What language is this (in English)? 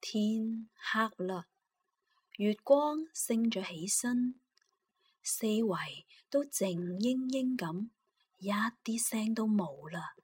Cantonese